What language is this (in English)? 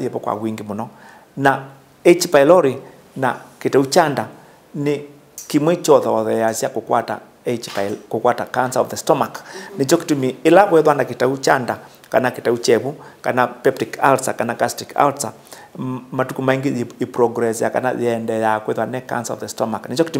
Kamba